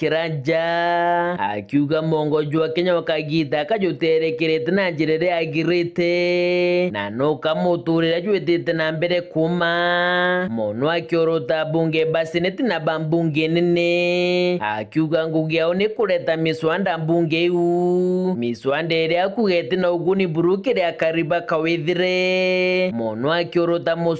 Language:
Meru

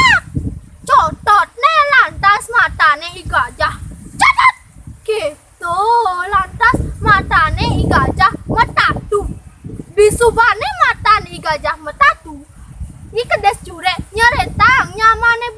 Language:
Balinese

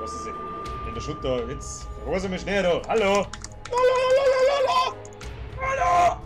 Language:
Bavarian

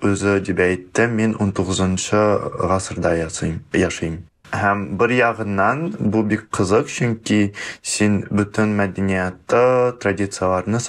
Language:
Tatar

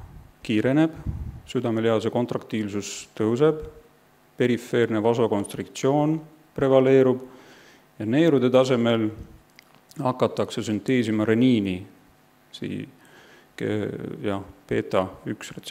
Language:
Estonian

